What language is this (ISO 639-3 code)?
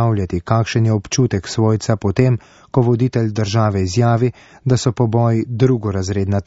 slv